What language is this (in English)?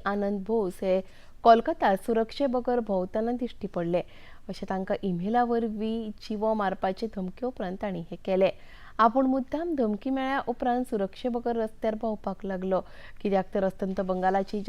Konkani